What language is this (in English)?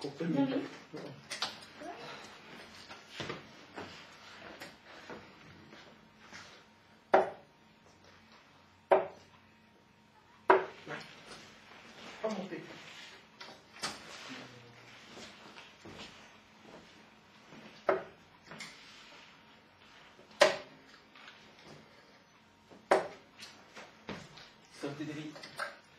Norwegian